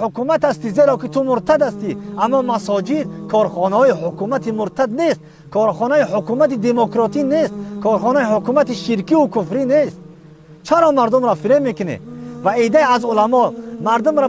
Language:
Tajik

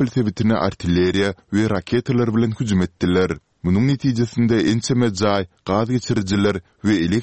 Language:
Turkmen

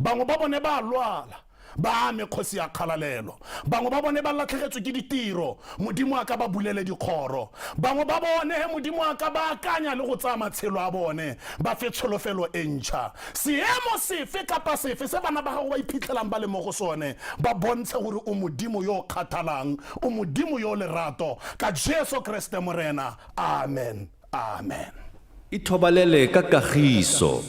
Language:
Tswana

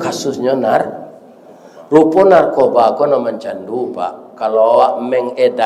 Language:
Minangkabau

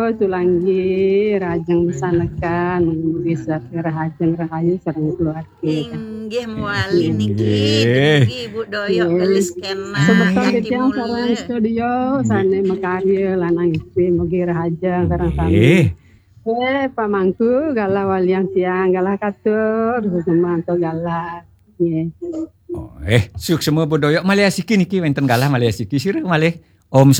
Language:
Balinese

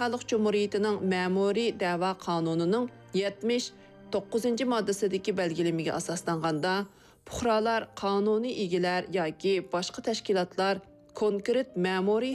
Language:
Uyghur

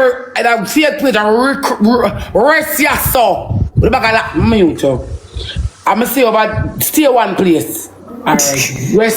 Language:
Jamaican Creole English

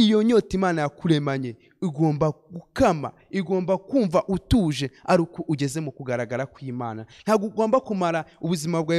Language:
Kinyarwanda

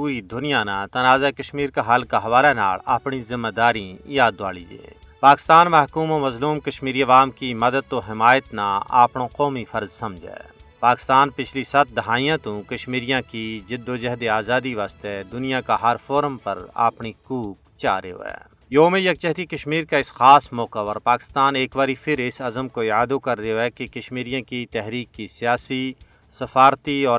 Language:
Gujari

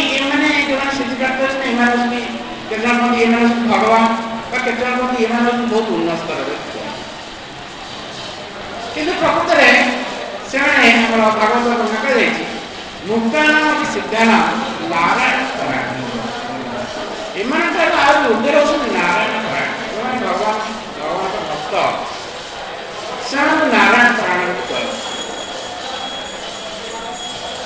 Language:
Odia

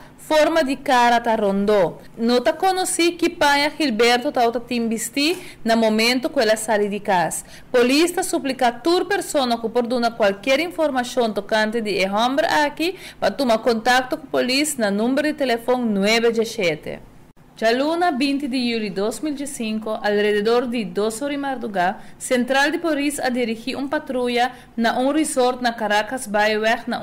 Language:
Papiamento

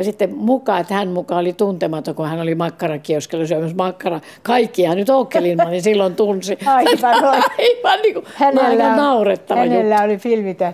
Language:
Finnish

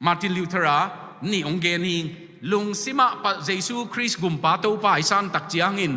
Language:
Tedim Chin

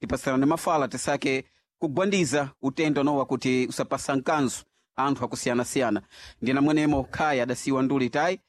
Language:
Sena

